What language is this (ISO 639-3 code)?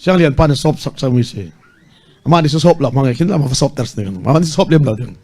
cfm